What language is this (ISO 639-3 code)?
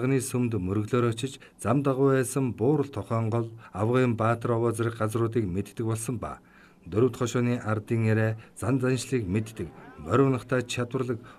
mon